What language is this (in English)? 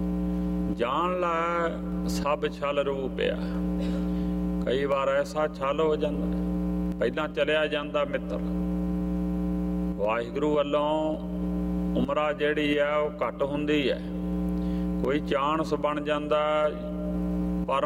Punjabi